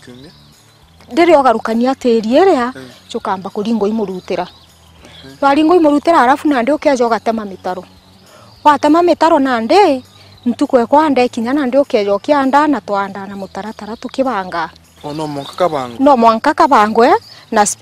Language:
Meru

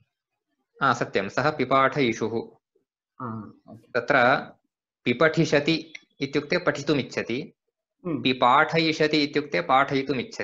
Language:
Sanskrit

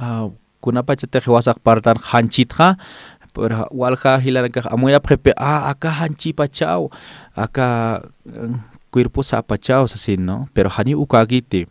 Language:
Aymara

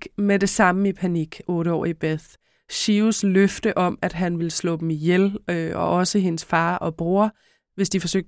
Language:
Danish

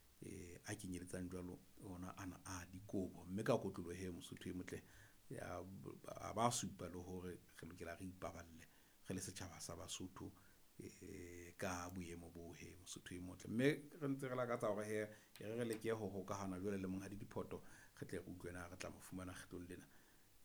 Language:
Southern Sotho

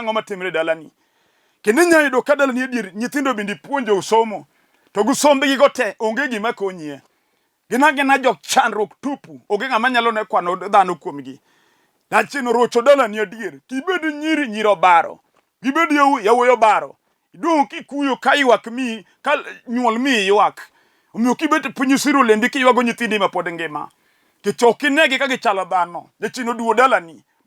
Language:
Luo (Kenya and Tanzania)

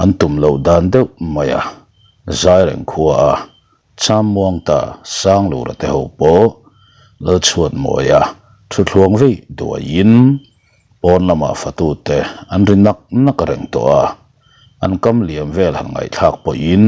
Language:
Mizo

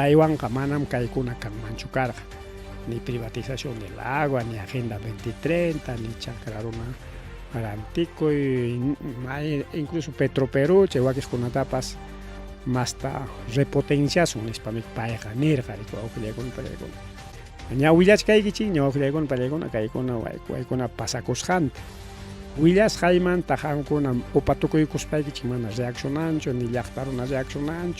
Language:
Ayacucho Quechua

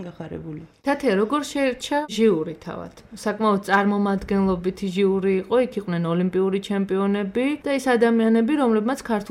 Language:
Georgian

